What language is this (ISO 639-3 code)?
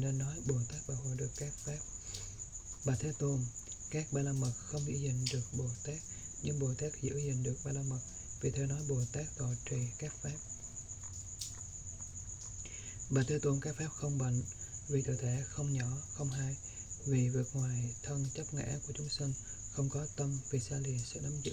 vie